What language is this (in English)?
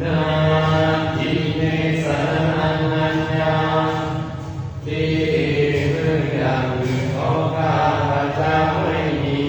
Pali